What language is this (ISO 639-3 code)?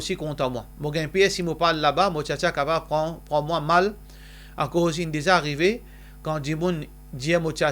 mfe